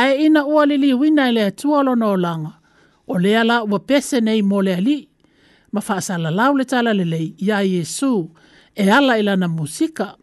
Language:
Samoan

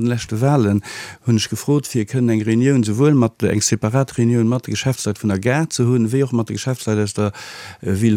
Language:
Luxembourgish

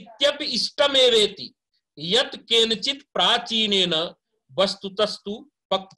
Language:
Sanskrit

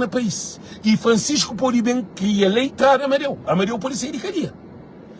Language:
Kabuverdianu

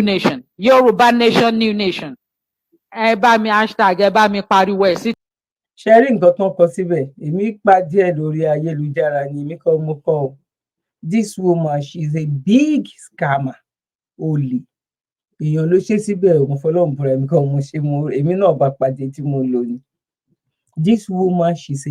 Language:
Yoruba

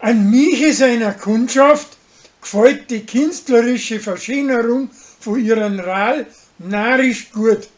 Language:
Bavarian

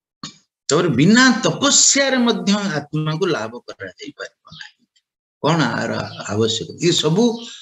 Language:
Odia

